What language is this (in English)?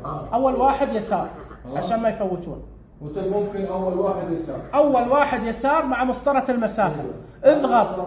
Najdi Arabic